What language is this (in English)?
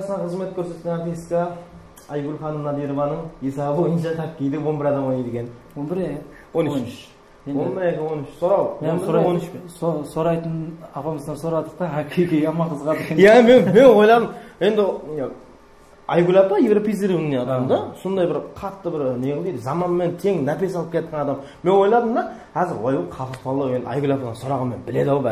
Kara-Kalpak